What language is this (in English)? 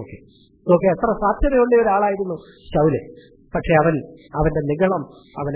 Malayalam